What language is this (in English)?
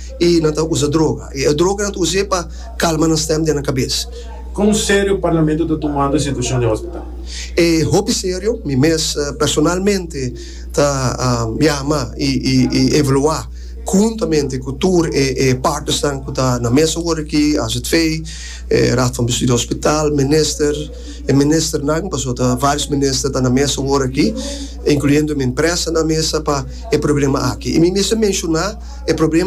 Papiamento